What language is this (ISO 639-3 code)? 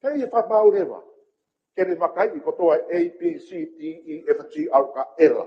ton